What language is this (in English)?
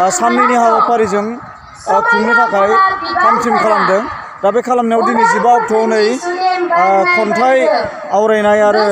Bodo